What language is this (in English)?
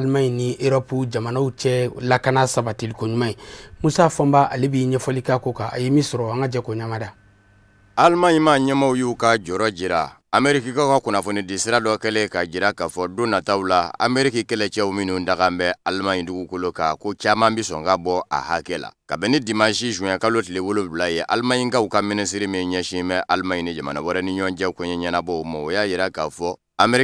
Bambara